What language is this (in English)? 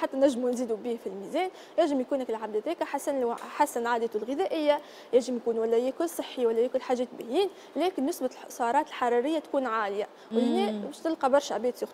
Tunisian Arabic